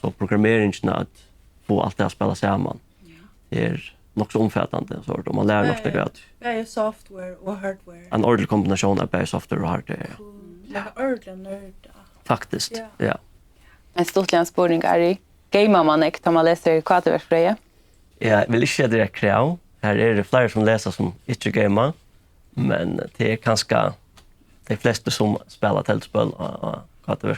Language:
Faroese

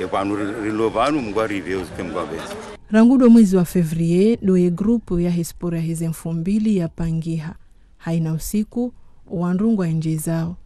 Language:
Ngazidja Comorian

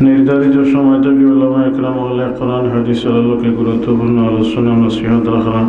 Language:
Sylheti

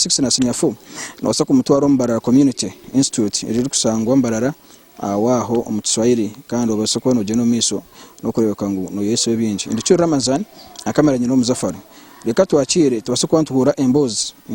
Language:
Nyankole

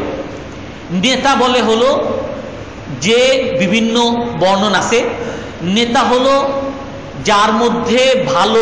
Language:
Bangla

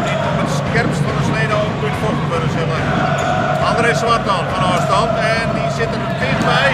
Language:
Western Frisian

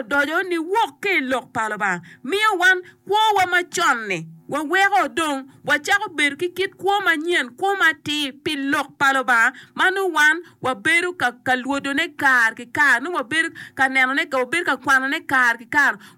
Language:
Acoli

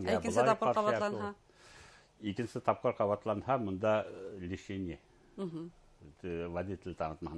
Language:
Bashkir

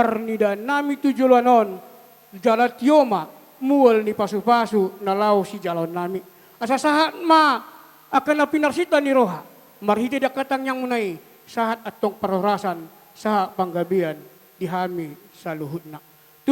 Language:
Batak Toba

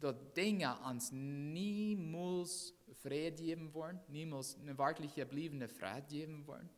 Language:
Plautdietsch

